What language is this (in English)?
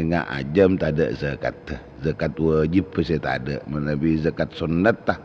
Madurese